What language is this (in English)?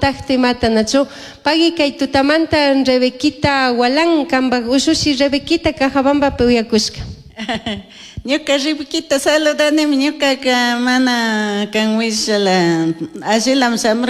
Chimborazo Highland Quichua